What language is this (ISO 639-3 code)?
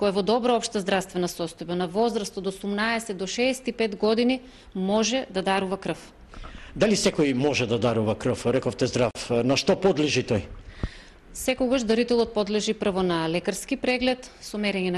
mkd